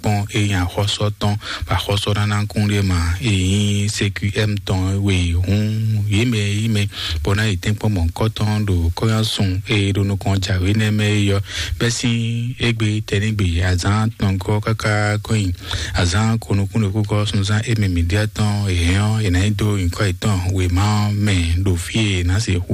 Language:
Fon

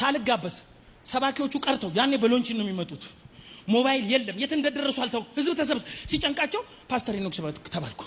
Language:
Amharic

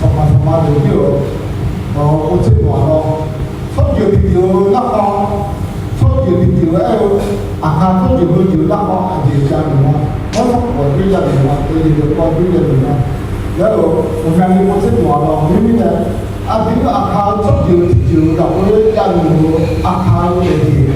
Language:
Akha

